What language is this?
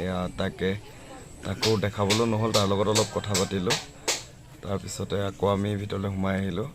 Assamese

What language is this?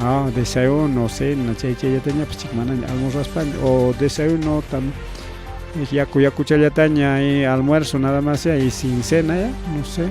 Ayacucho Quechua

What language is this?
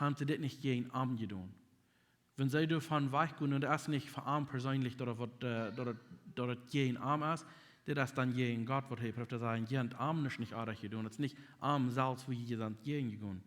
Plautdietsch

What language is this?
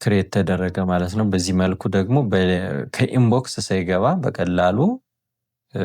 Amharic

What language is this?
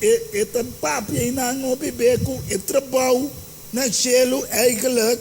Papiamento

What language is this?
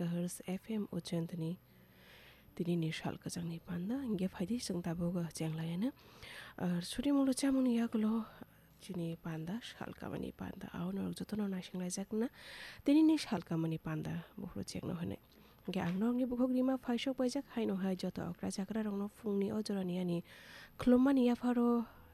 Kok Borok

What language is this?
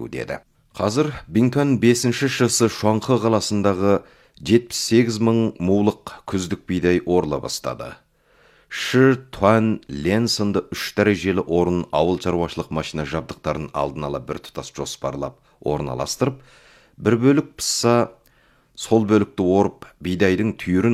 Kazakh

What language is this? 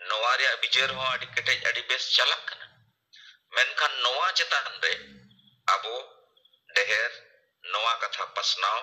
Santali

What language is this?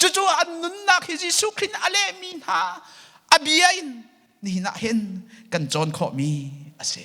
Hakha Chin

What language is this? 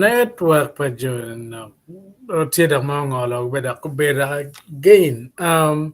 Acoli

